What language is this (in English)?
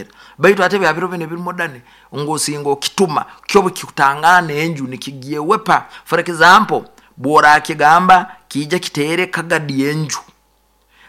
Nyoro